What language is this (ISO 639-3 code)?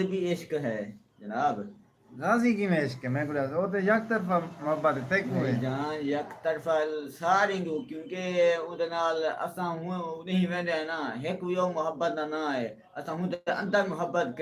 skr